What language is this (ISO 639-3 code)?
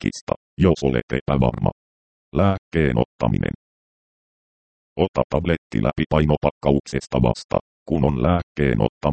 fin